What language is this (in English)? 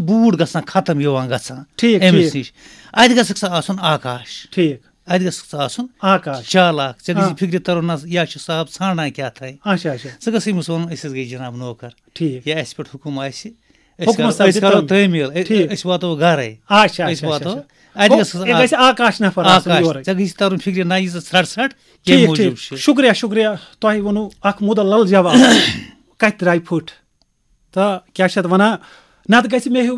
Kashmiri